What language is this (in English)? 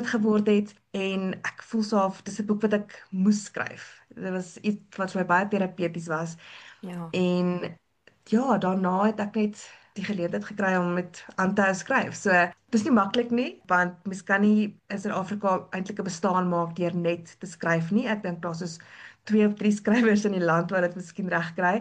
Afrikaans